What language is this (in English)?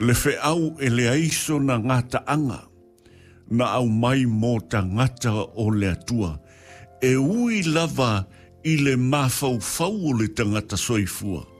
Samoan